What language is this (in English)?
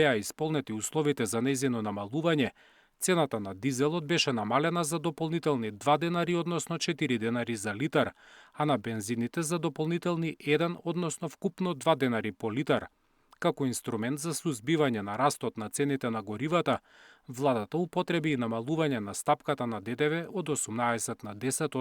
Macedonian